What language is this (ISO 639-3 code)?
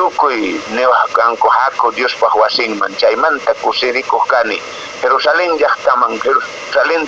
que